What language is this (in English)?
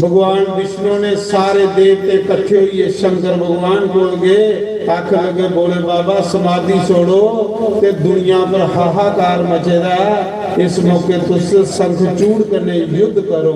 Dogri